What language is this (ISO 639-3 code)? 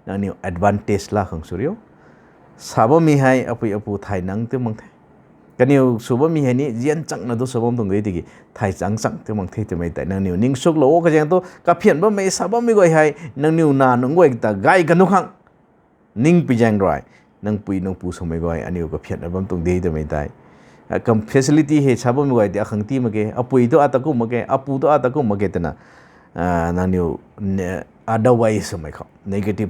nbu